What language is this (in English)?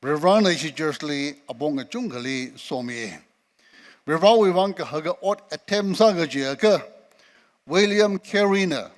Tangkhul Naga (India)